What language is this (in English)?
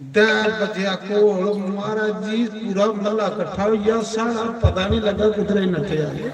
Dogri